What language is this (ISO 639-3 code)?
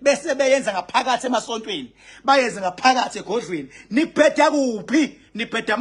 zul